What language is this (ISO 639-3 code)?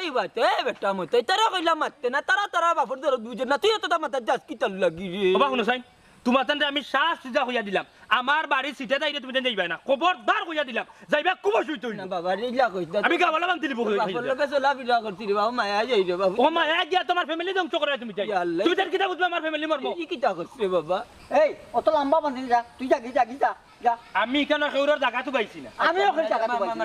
syl